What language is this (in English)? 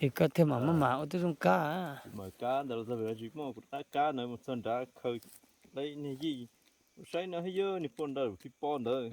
Hmong